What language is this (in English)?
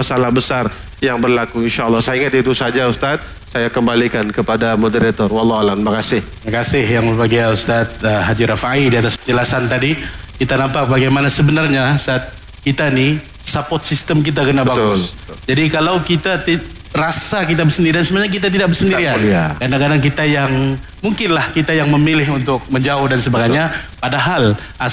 Malay